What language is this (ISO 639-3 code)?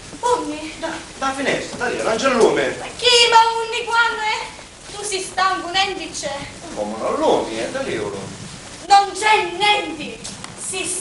scn